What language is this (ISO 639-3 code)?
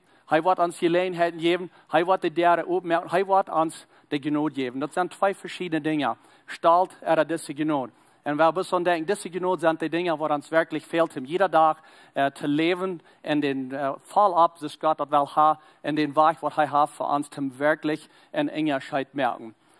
pdt